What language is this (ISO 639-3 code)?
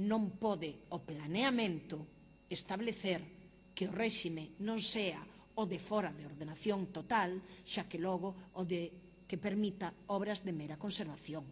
glg